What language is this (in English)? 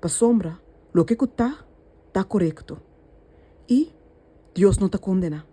Papiamento